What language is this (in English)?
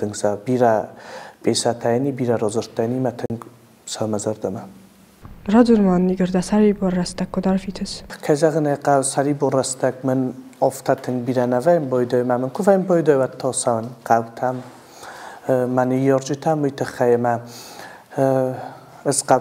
Ossetic